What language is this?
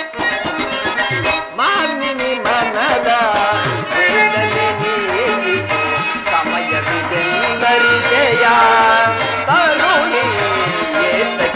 Kannada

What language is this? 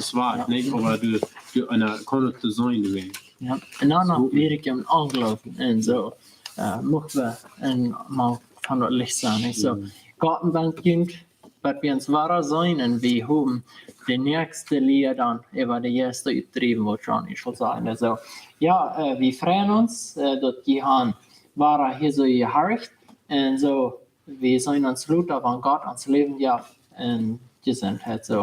Plautdietsch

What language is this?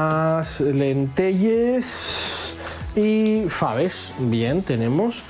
Asturian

